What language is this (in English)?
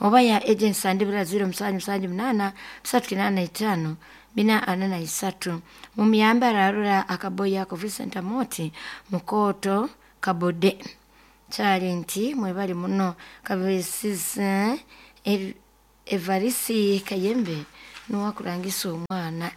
Nyoro